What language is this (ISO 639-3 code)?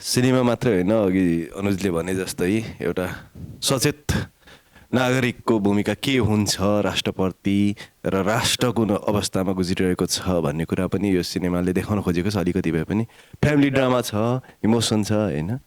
nep